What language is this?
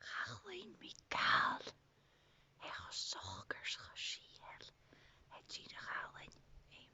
Scottish Gaelic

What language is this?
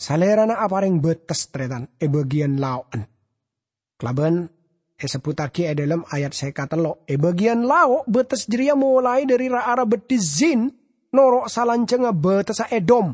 Madurese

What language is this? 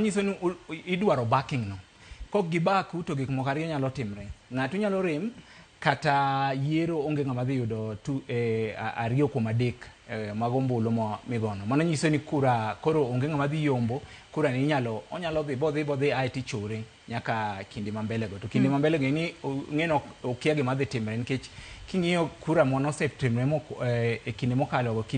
Luo (Kenya and Tanzania)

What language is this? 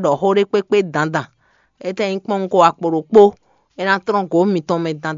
Fon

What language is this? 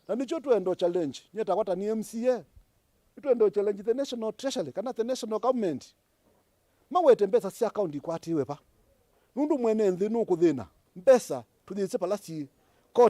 Kamba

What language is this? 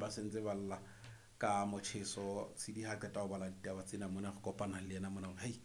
Southern Sotho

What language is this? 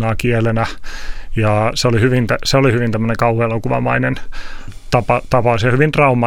Finnish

